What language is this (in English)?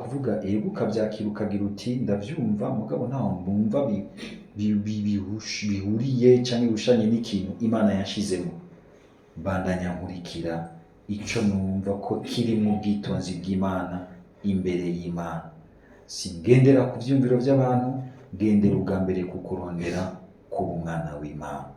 Rundi